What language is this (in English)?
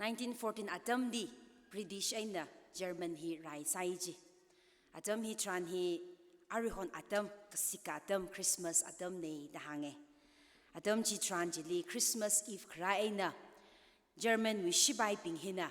Tangkhul Naga (India)